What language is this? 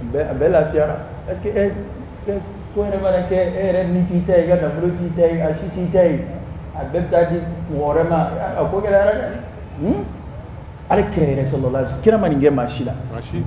Bambara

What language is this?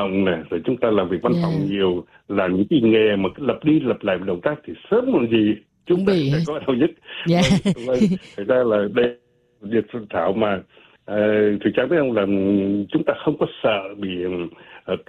Vietnamese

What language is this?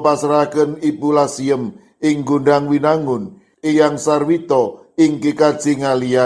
Javanese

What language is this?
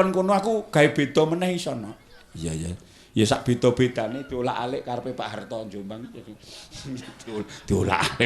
Javanese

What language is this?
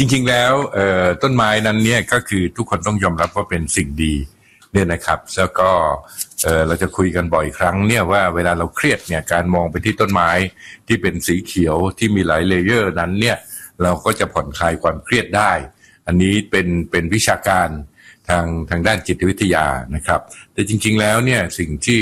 Thai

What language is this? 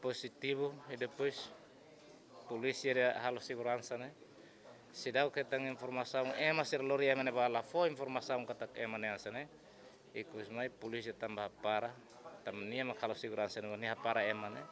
Tetum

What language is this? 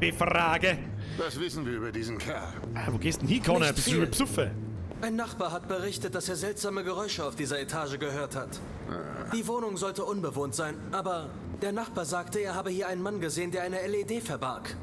Bavarian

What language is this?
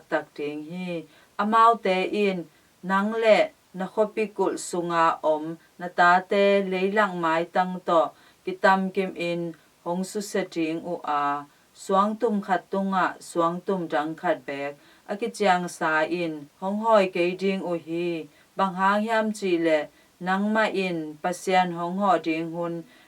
Tedim Chin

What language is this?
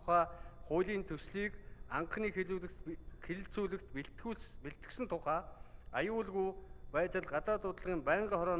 Mongolian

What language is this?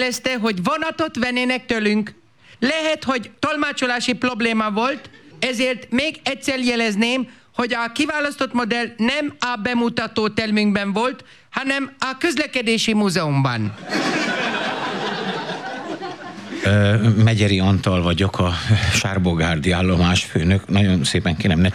Hungarian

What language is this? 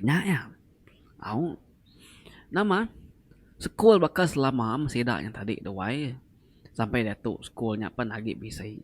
Iban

